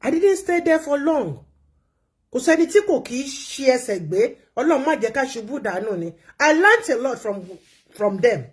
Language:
Yoruba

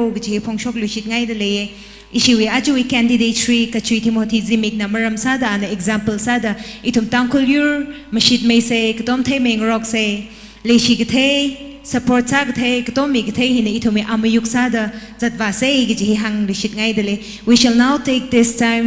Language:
Tangkhul Naga (India)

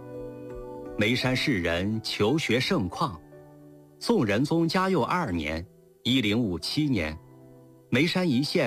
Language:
Chinese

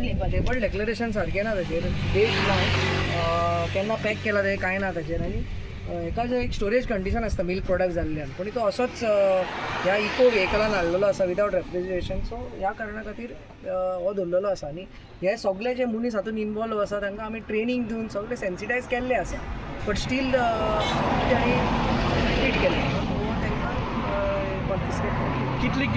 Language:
Konkani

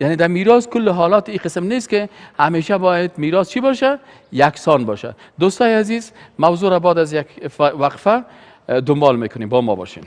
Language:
Persian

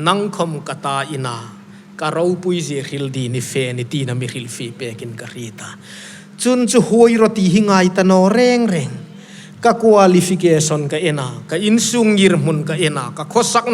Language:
Hmar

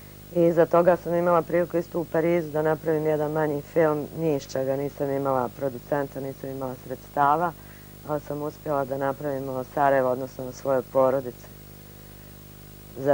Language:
Bosnian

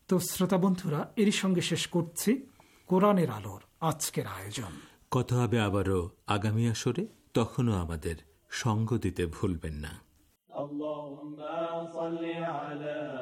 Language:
Bangla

